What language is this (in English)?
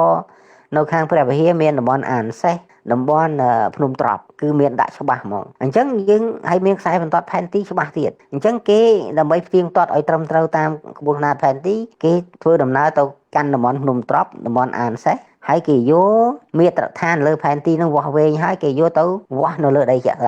Khmer